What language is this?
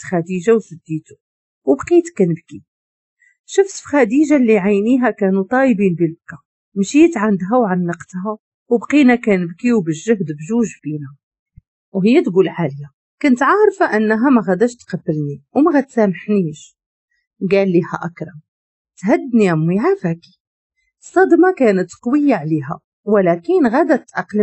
Moroccan Arabic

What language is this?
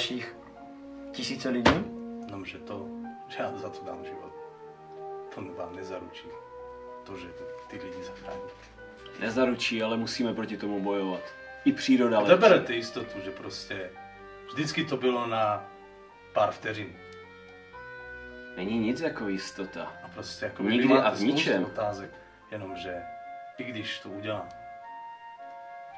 Czech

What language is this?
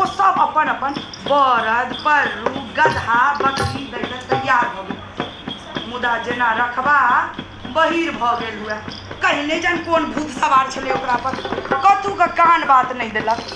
Maithili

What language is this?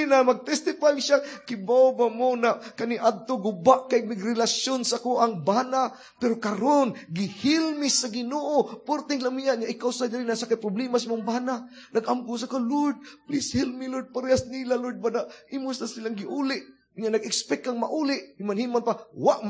Cebuano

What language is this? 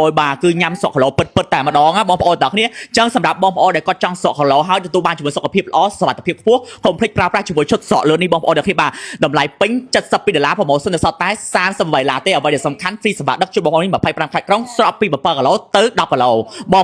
Khmer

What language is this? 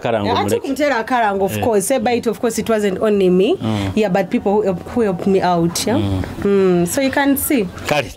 Nyoro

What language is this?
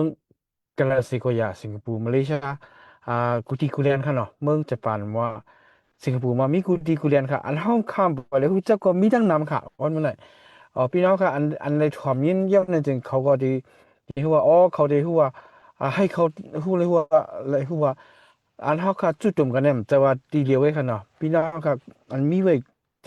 Shan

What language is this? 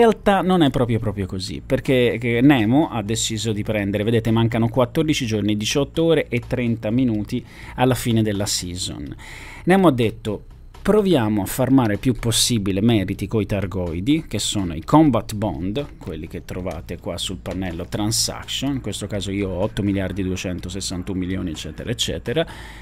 Italian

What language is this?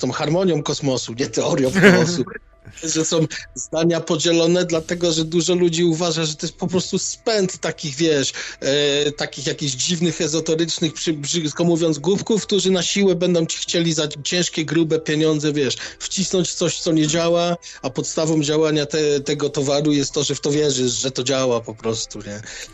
Polish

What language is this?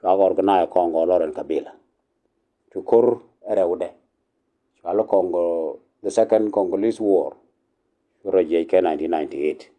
Nuer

